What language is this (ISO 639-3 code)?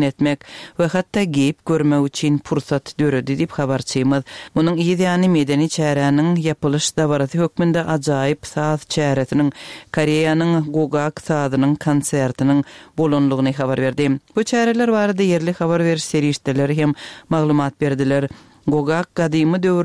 tuk